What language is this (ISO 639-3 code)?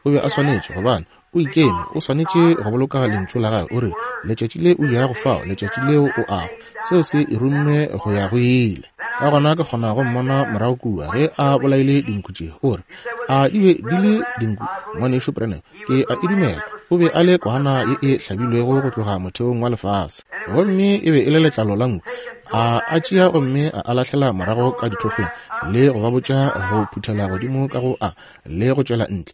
nso